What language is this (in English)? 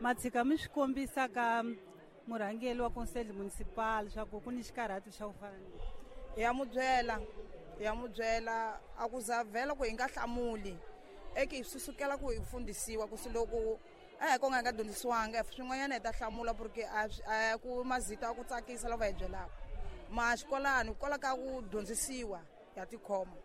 Tsonga